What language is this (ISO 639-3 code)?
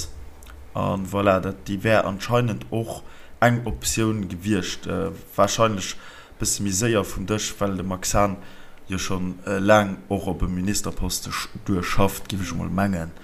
ltz